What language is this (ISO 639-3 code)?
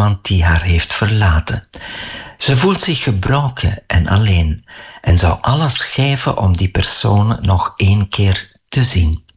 nld